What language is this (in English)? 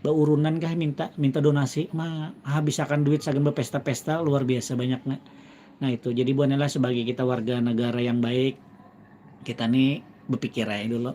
Banjar